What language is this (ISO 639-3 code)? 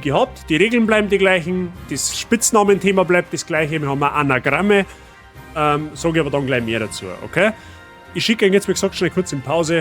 bar